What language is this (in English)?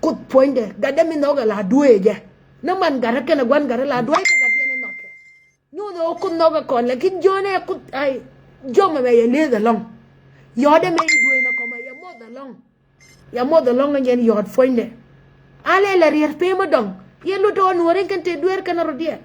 Nuer